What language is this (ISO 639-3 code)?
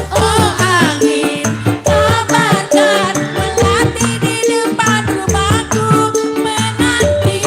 bew